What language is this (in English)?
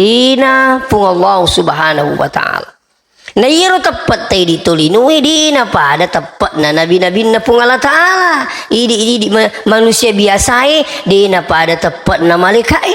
Buginese